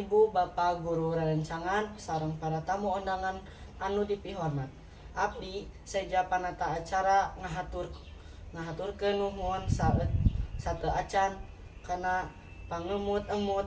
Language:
Sundanese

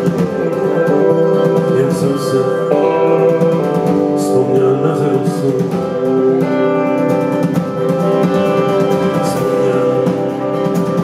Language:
Czech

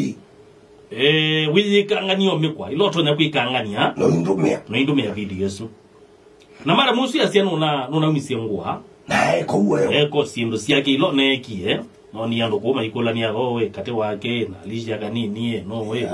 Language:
Kamba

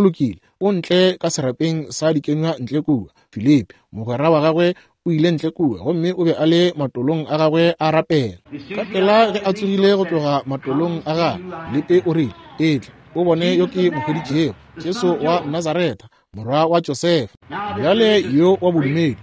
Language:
Northern Sotho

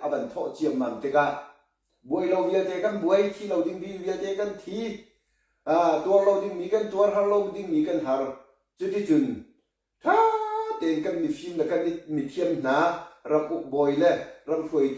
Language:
Hakha Chin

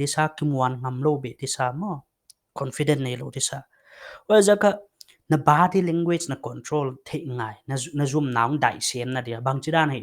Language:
Paite Chin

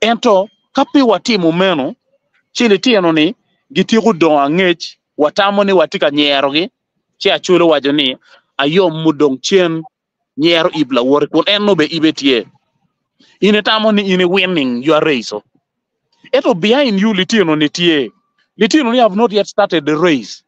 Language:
Acoli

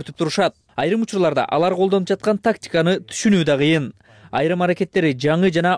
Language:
Kyrgyz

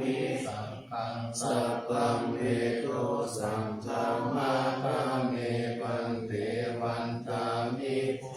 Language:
Pali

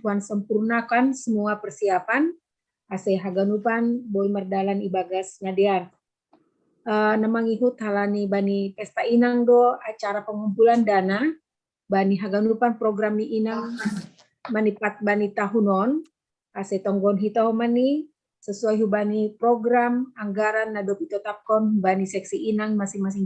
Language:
Batak Simalungun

